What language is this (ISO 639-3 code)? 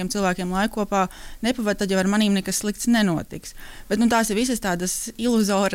lav